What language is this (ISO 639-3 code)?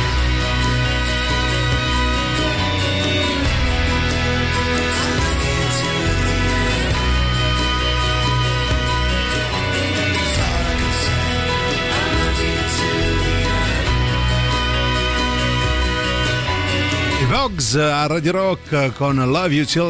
ita